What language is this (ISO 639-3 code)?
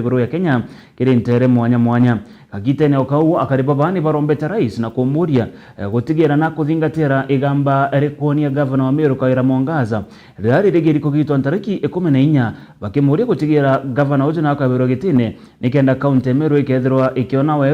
mer